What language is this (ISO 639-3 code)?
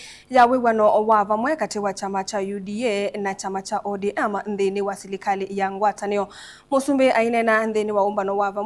kam